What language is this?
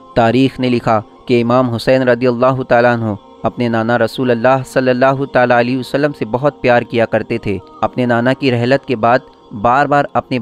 Urdu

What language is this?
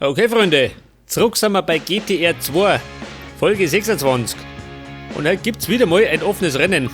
Bavarian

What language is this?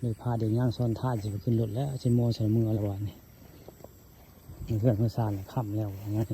Northeastern Thai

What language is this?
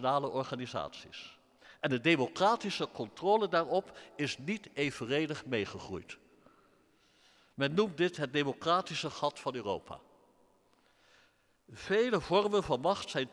Dutch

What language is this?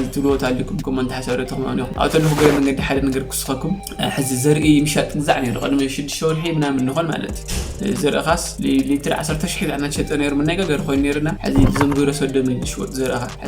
Tigrinya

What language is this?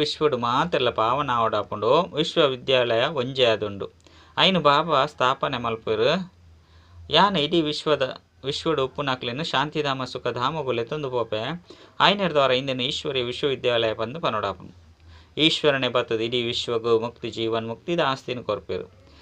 Tulu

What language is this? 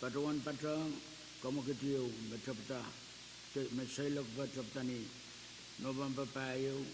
Pohnpeian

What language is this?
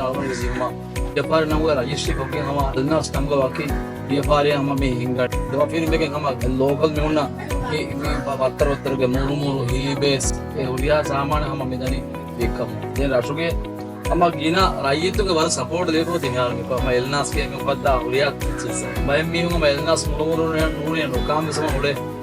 Divehi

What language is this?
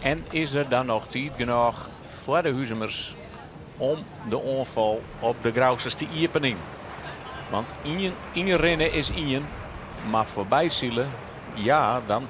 Western Frisian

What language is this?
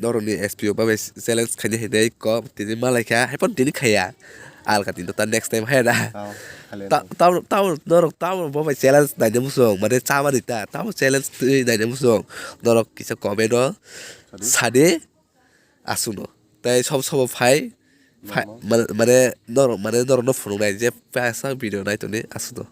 Kok Borok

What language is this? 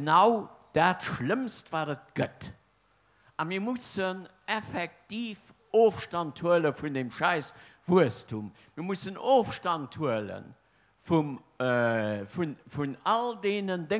Luxembourgish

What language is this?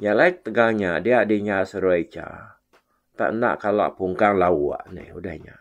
Iban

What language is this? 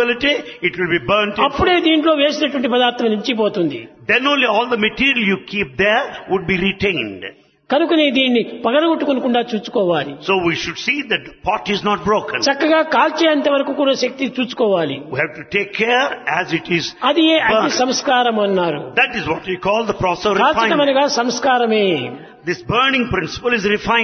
Telugu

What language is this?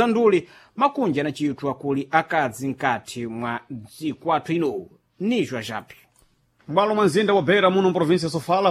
Sena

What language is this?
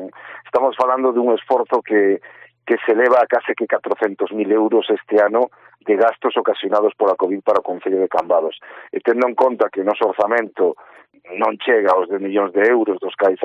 Galician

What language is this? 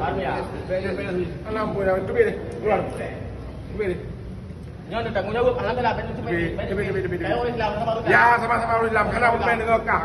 Achinese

